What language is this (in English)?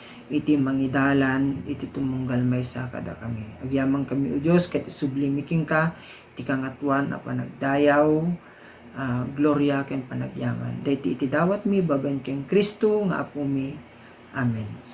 Iloko